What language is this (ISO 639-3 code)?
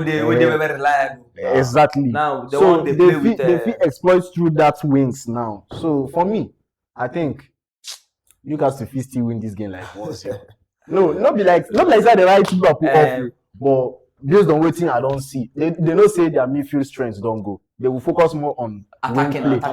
pcm